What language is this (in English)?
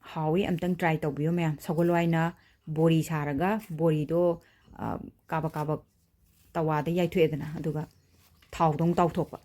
Manipuri